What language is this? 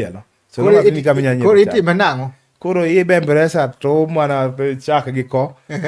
Luo (Kenya and Tanzania)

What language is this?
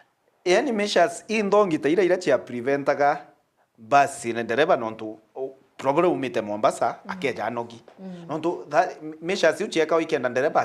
Meru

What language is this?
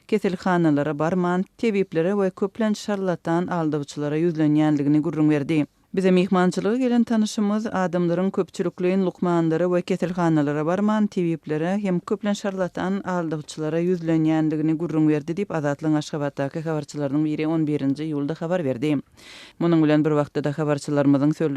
Turkmen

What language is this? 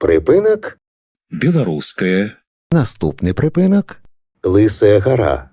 Belarusian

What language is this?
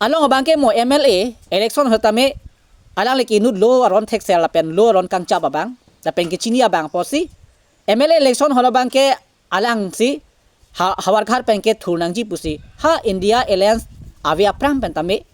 Karbi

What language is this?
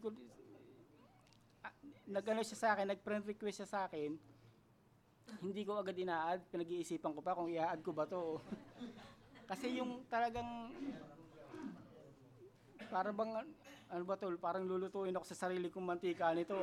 Filipino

